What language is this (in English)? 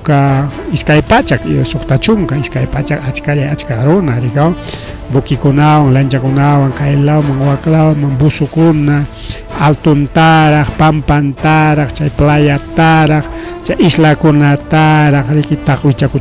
Ayacucho Quechua